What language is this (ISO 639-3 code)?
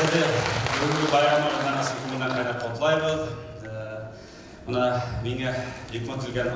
bak